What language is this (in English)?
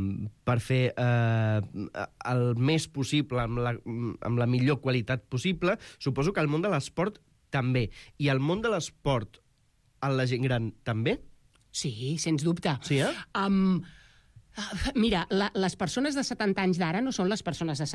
Catalan